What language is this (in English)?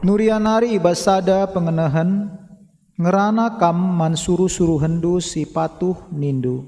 Batak Karo